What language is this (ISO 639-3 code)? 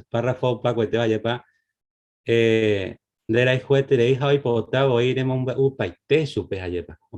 grn